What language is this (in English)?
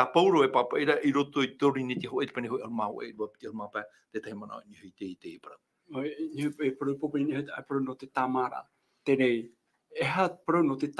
Tahitian